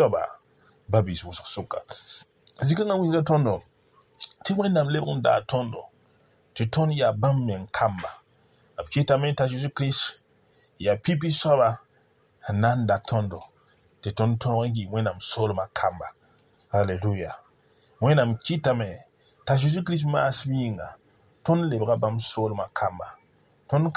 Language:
Mossi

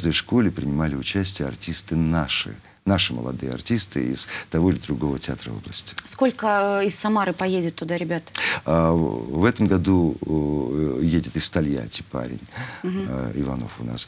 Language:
Russian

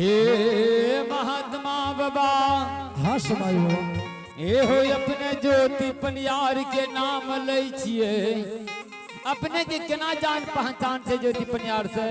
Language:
Angika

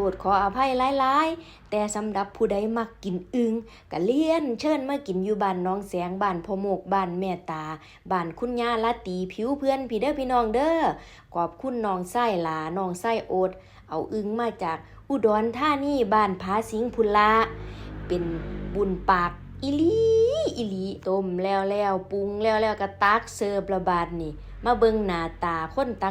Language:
Northeastern Thai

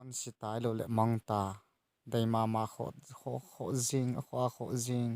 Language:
Thado Chin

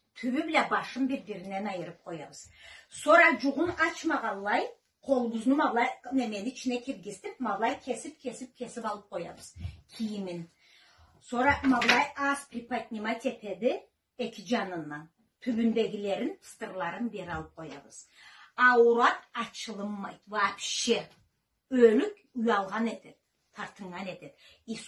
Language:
Karachay-Balkar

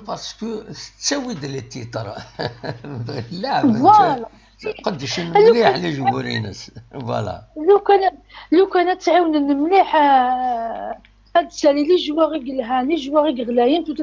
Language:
Kabyle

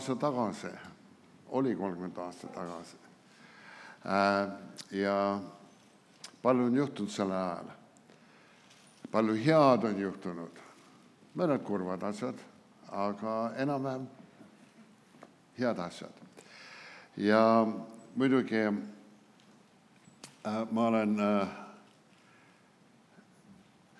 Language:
Estonian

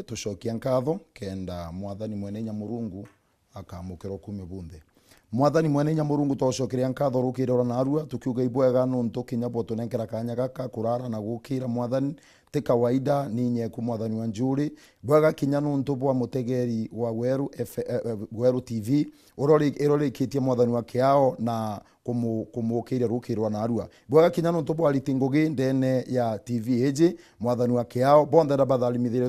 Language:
Meru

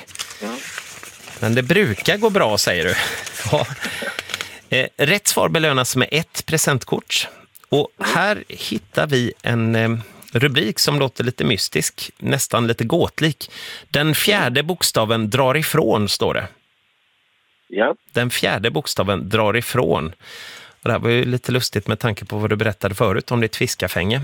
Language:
Swedish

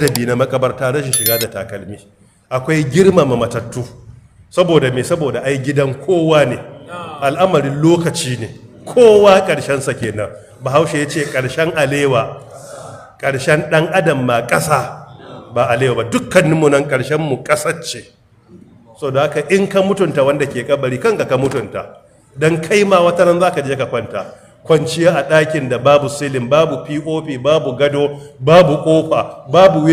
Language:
Hausa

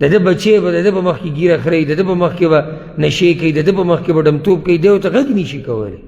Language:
Pashto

